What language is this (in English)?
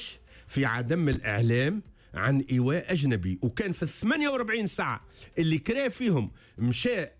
Tunisian Arabic